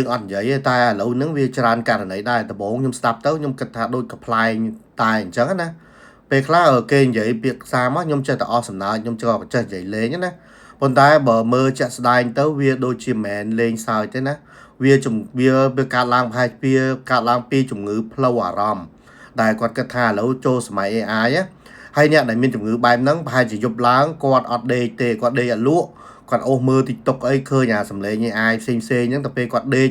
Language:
Khmer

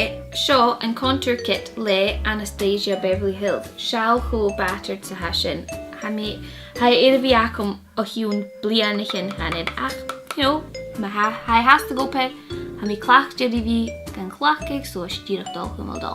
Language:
Scottish Gaelic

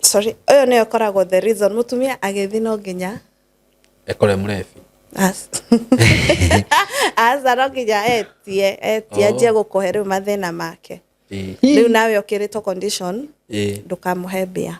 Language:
Kikuyu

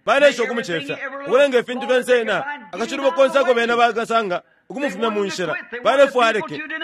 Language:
Bemba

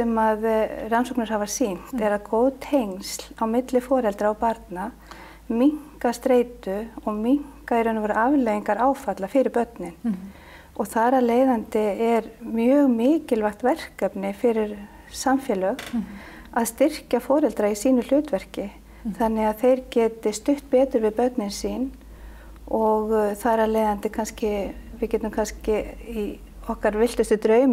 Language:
Icelandic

